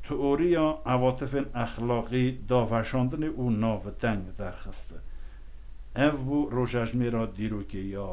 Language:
Kurdish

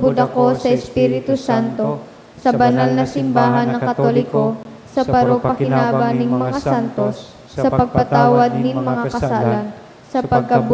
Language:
Bikol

